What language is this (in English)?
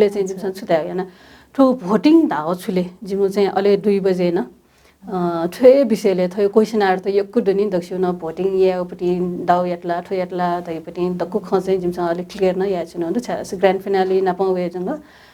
Newari